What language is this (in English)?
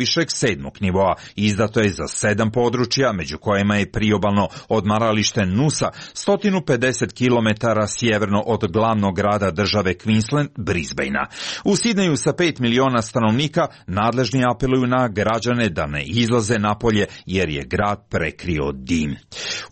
Croatian